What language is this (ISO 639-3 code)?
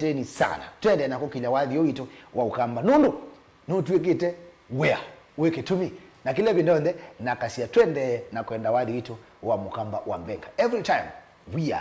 kam